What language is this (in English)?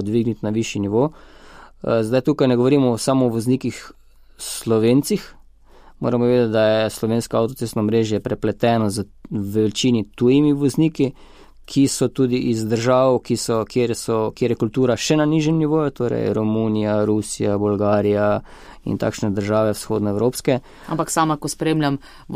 Slovenian